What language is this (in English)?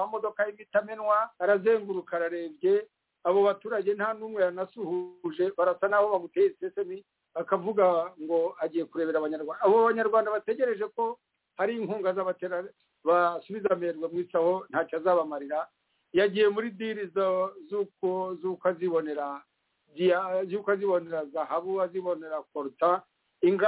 Kinyarwanda